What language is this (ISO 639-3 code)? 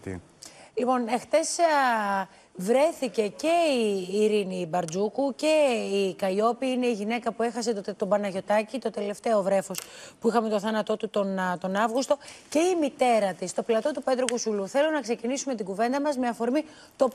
ell